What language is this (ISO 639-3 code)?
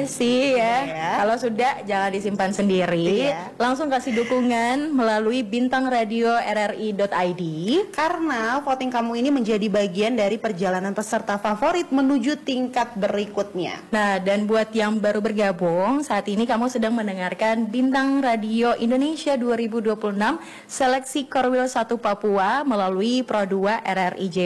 ind